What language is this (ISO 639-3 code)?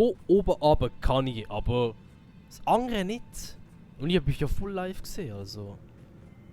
gsw